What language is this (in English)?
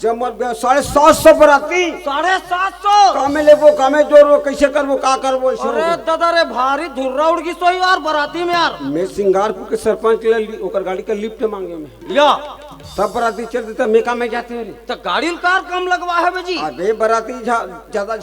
Chhattisgarhi